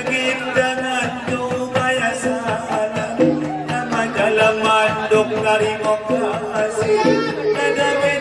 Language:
Batak Angkola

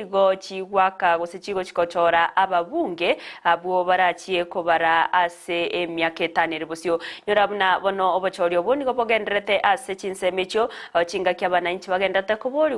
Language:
Gusii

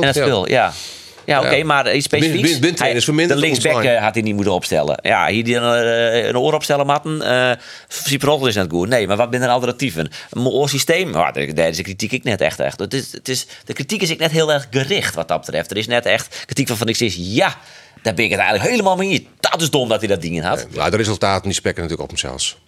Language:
Western Frisian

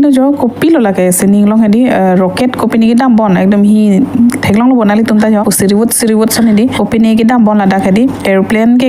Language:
Karbi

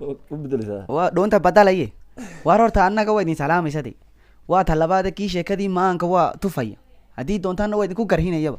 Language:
Somali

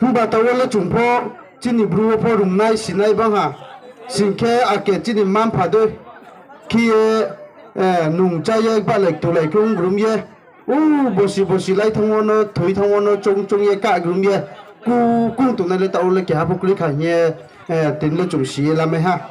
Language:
Riang (India)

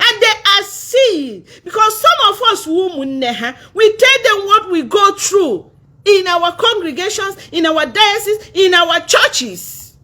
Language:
Igbo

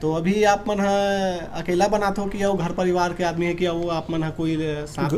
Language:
Chhattisgarhi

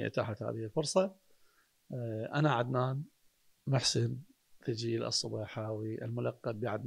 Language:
Mesopotamian Arabic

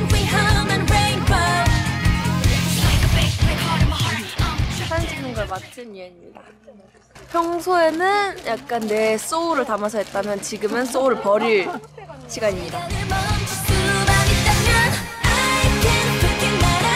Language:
Korean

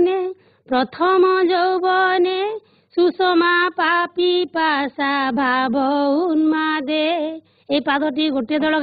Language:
Odia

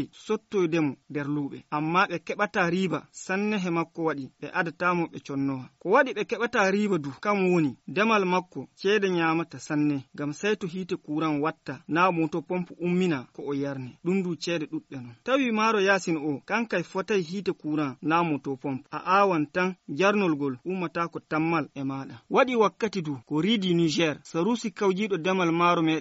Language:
Nigerian Fulfulde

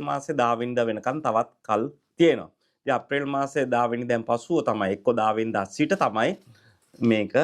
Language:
Sinhala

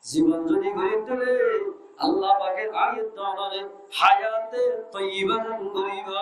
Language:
Rohingya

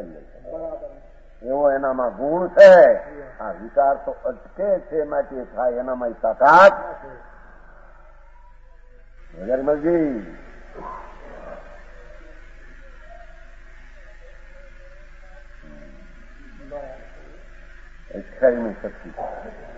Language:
Gujarati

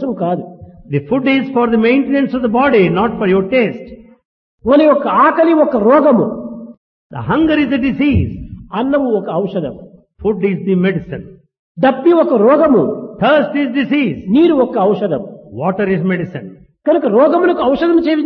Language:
Telugu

